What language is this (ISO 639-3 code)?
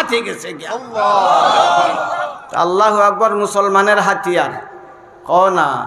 syl